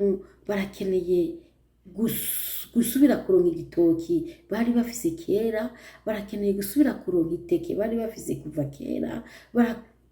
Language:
Rundi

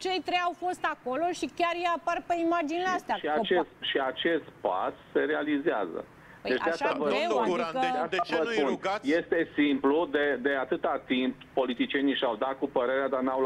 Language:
Romanian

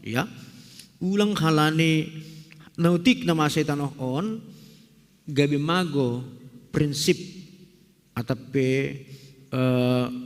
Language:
Batak Simalungun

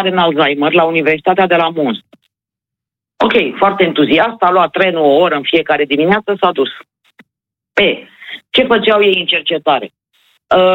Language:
Romanian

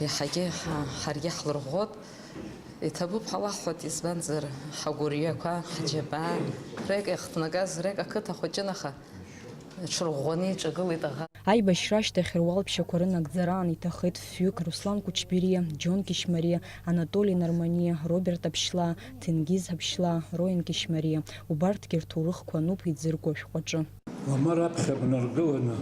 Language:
Abkhazian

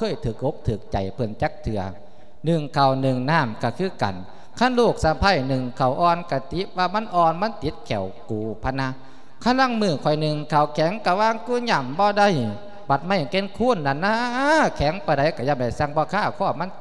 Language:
Lao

